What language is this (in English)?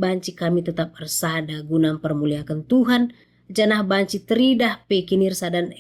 Batak Karo